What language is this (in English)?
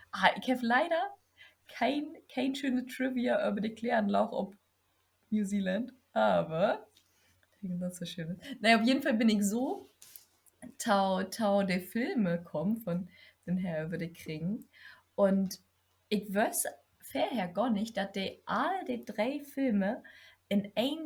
Low German